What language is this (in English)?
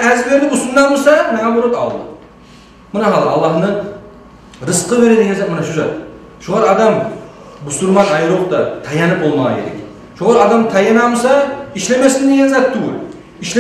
Kumyk